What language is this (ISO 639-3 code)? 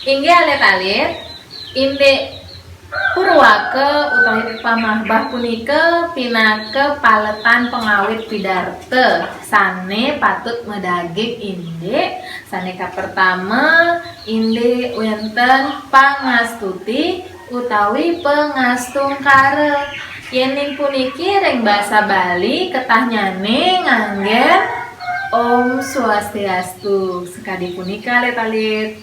ban